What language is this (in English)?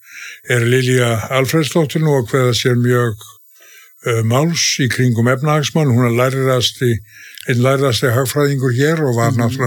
Icelandic